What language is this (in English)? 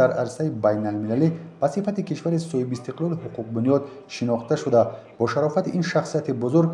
Tajik